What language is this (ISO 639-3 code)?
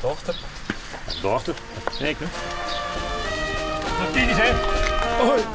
fry